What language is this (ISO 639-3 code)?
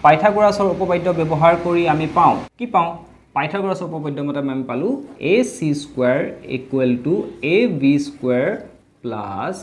asm